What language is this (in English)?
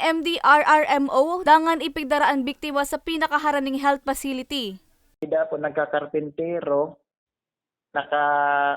Bikol